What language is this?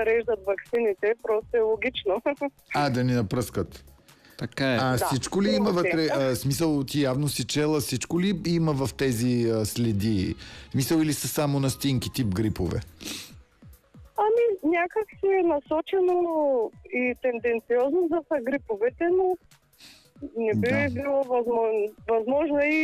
Bulgarian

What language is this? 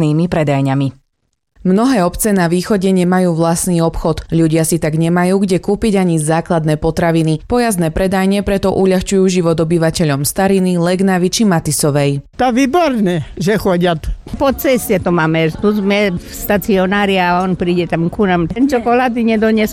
Slovak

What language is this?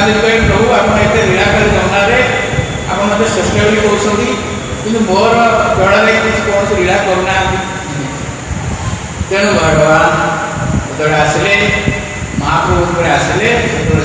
Odia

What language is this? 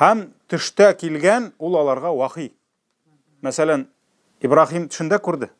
Tatar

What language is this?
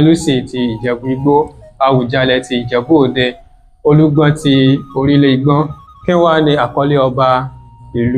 Yoruba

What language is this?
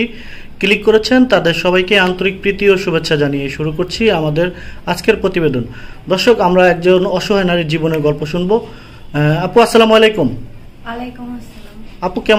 Bangla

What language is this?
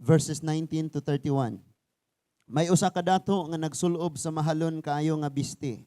Cebuano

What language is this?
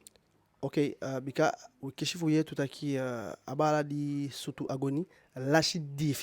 Eastern Maroon Creole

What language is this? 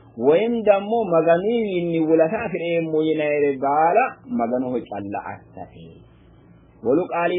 Sidamo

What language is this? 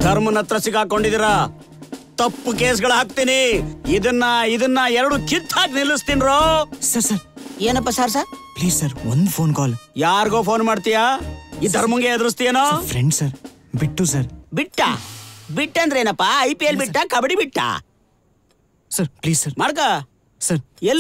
Kannada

